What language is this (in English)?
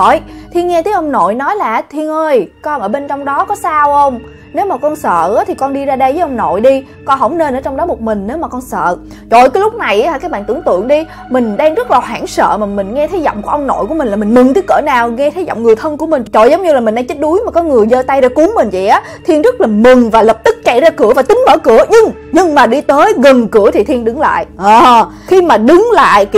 Vietnamese